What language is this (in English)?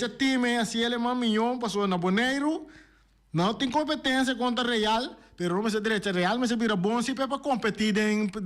Papiamento